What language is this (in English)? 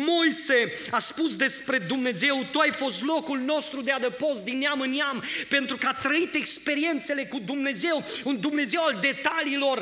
Romanian